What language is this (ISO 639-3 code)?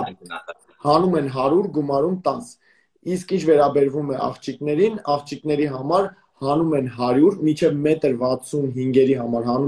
hye